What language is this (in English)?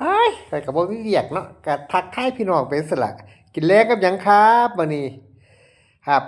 Northeastern Thai